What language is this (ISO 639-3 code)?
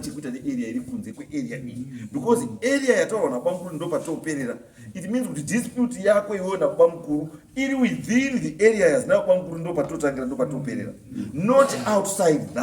sna